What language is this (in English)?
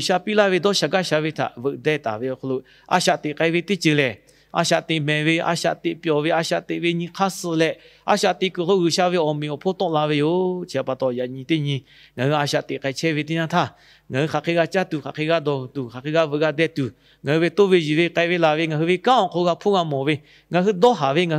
Lahu